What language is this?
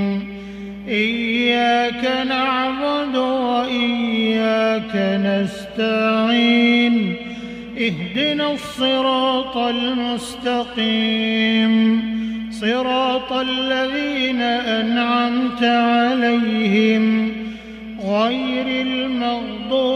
Arabic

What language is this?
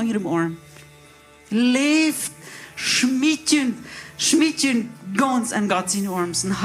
Plautdietsch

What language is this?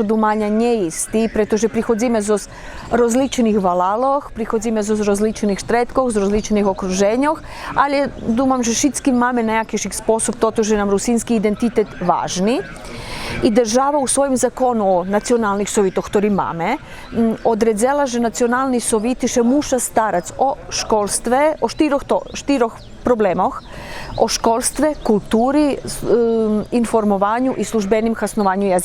Rusyn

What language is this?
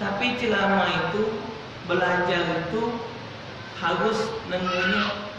Musi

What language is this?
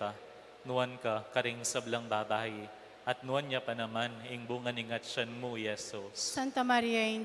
Pampanga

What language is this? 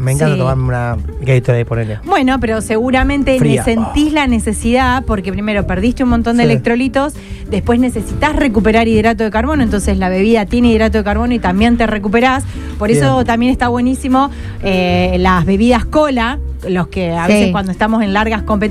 Spanish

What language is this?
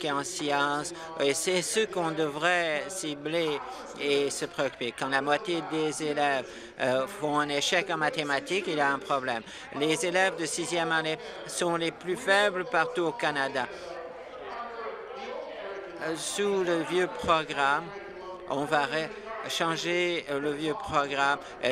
French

